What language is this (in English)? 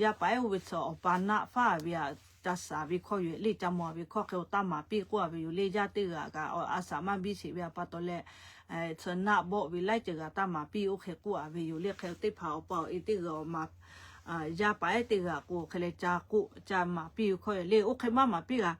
Lahu